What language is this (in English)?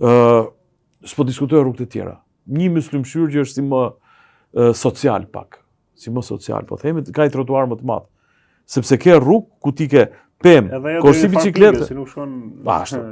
Albanian